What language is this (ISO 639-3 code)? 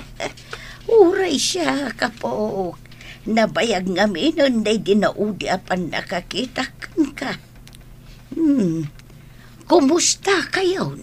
ilo